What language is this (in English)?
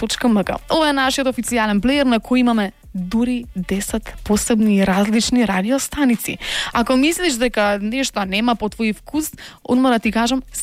Macedonian